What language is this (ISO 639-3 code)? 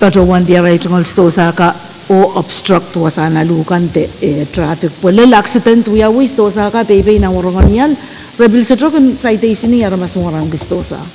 pon